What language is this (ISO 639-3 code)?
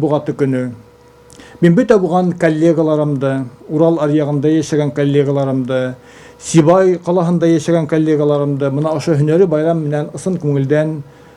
bak